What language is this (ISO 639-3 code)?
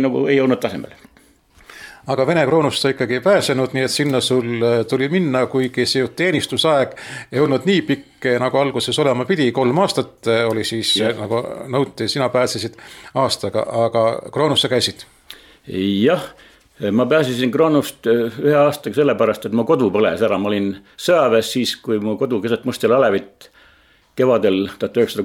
est